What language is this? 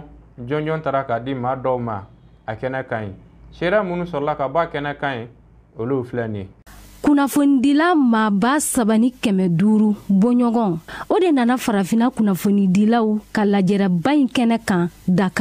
Bambara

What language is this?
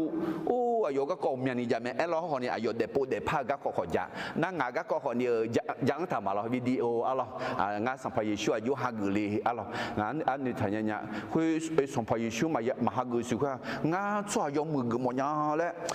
Akha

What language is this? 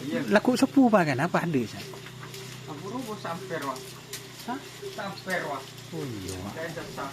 Madurese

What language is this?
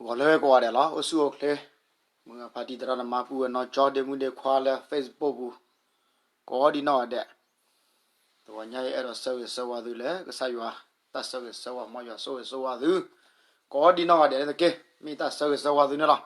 S'gaw Karen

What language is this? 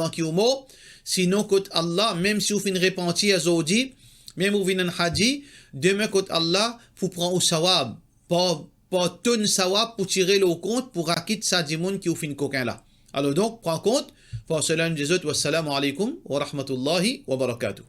Morisyen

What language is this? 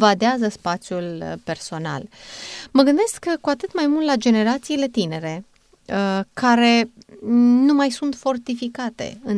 Romanian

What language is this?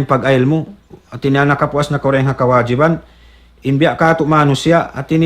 Tausug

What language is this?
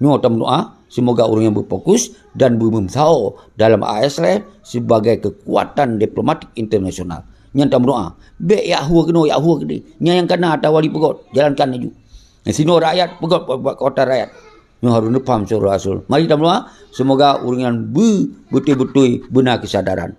Achinese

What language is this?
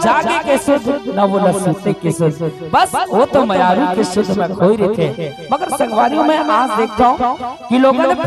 Chhattisgarhi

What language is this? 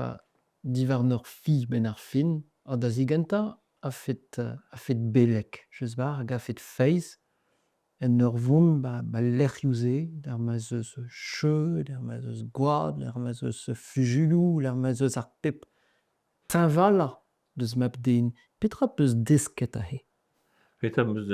Breton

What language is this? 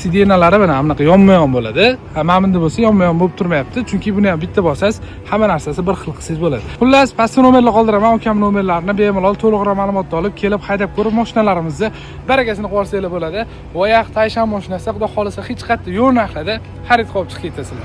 Uzbek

